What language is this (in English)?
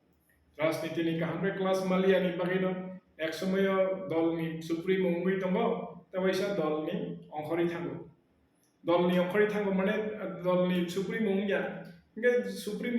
Kok Borok